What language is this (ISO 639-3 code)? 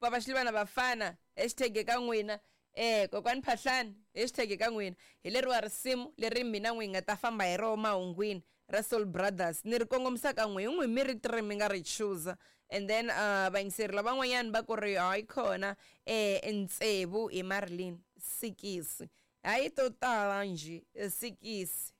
tso